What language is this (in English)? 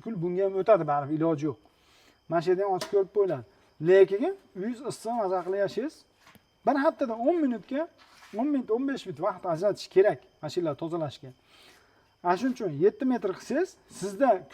Uzbek